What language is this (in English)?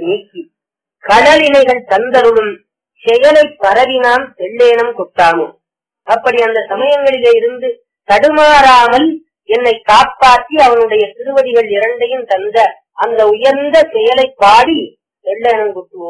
Tamil